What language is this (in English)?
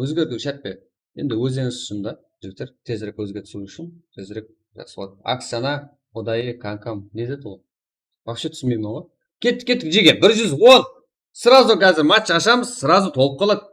Kara-Kalpak